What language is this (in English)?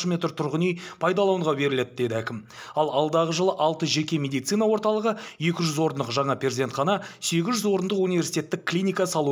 Kazakh